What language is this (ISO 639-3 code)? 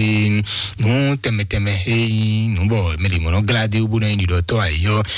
fon